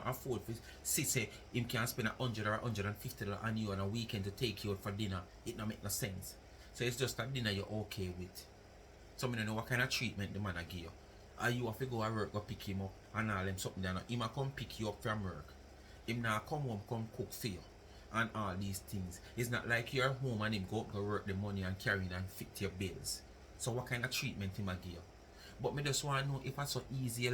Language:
Jamaican Creole English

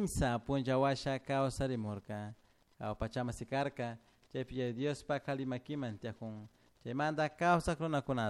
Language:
Chimborazo Highland Quichua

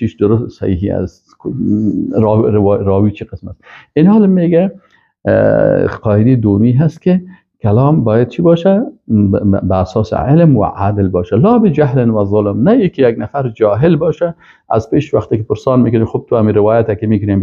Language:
Persian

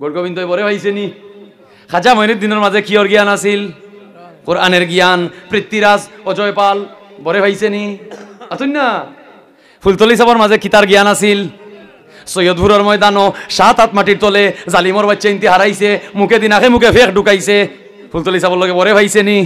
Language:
Sylheti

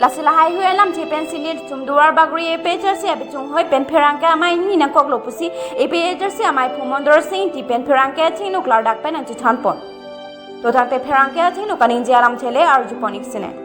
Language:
Karbi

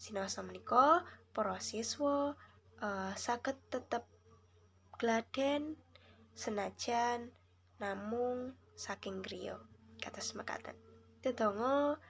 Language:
Javanese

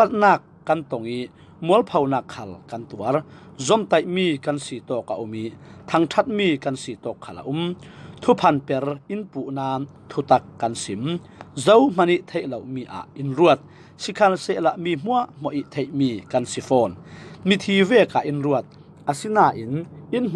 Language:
Falam Chin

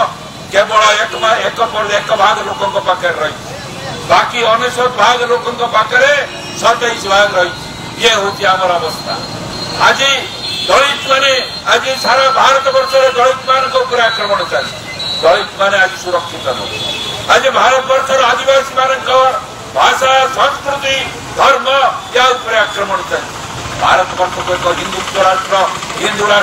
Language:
Odia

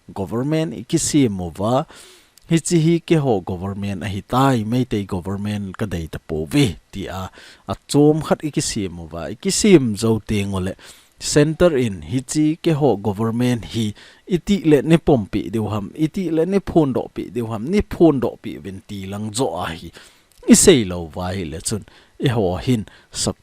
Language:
Thado Chin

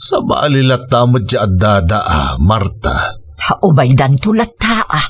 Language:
Iloko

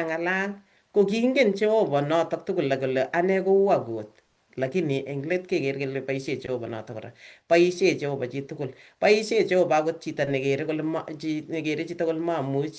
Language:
Kalenjin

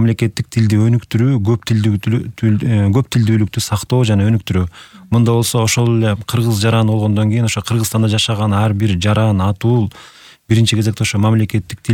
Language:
Kyrgyz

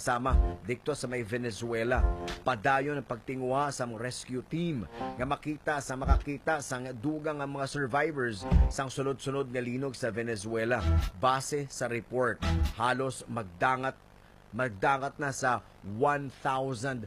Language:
Hiligaynon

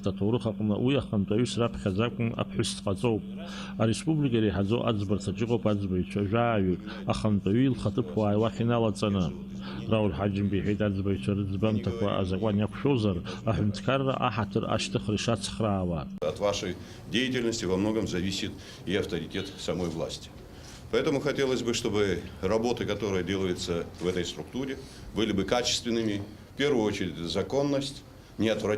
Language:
Abkhazian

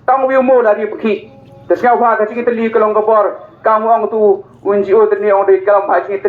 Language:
Khasi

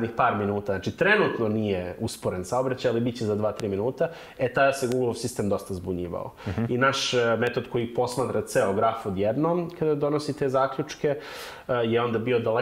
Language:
Serbian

